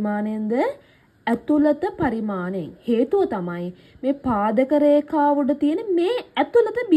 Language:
Sinhala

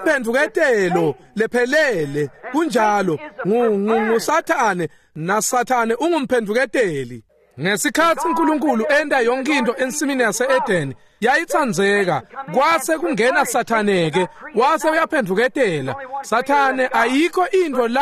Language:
Swati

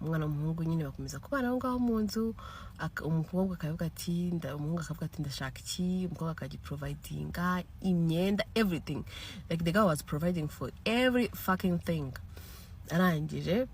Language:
Kinyarwanda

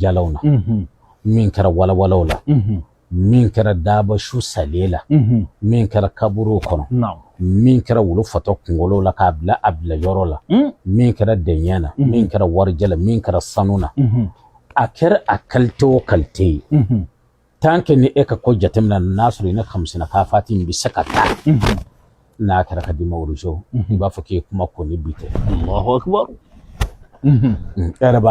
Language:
Bambara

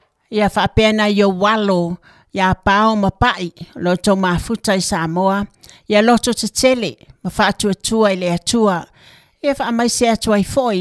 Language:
Samoan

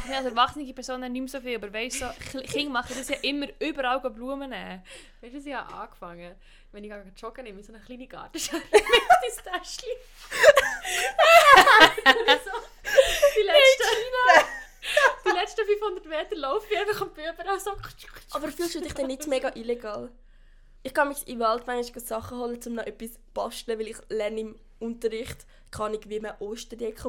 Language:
German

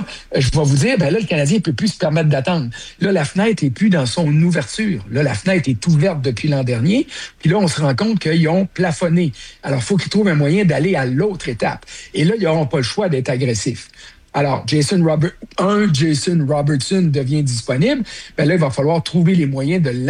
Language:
French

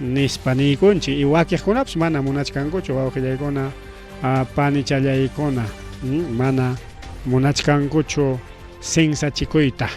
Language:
Ayacucho Quechua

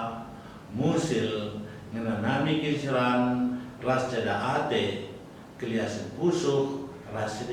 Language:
Batak Karo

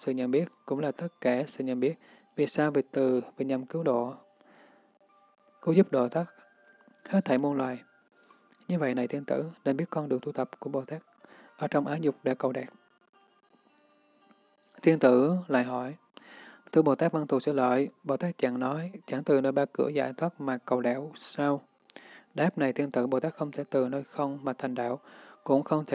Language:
Vietnamese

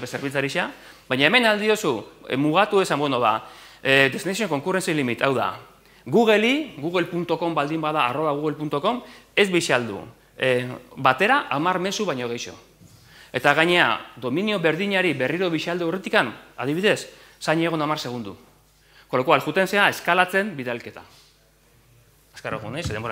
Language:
Basque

